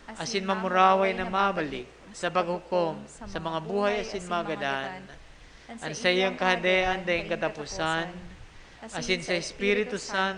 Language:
Bikol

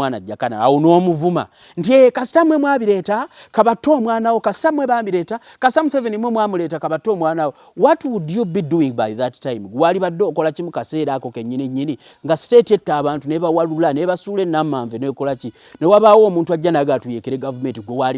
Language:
Ganda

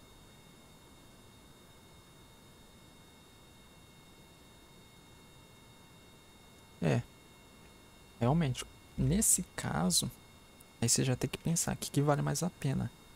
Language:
Portuguese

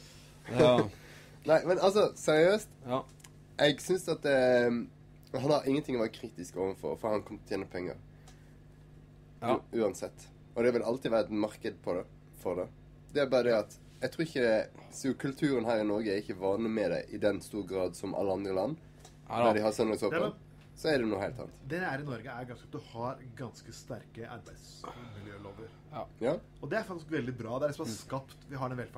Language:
Norwegian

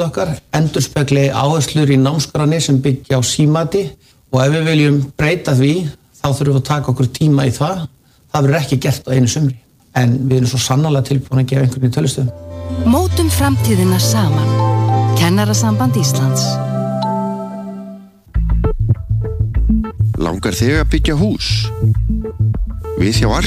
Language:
Icelandic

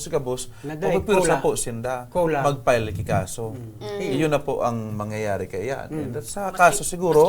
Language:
Bikol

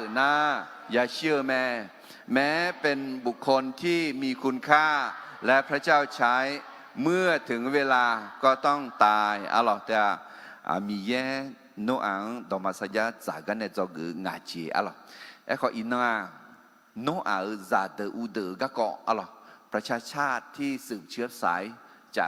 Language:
Akha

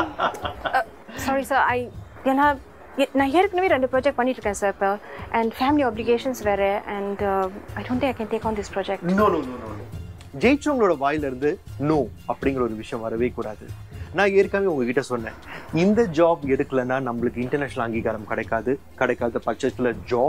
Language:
Tamil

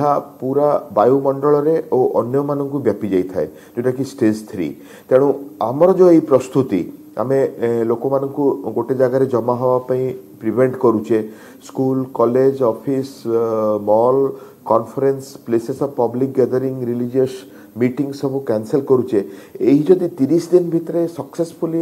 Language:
Odia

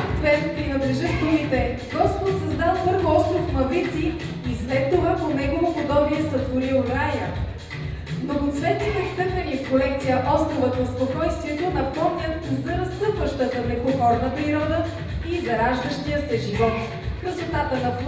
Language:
Bulgarian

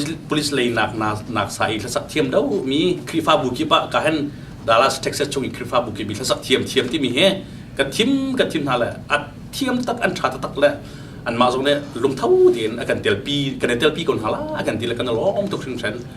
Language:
Hakha Chin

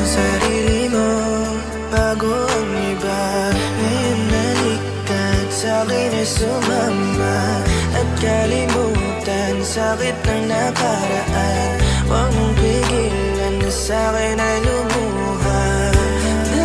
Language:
Filipino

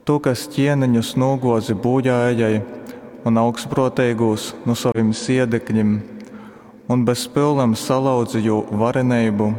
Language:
Latgalian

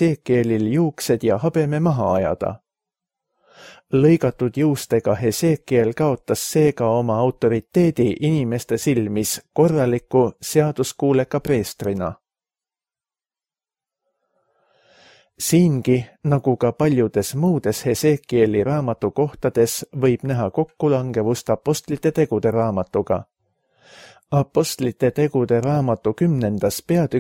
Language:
Estonian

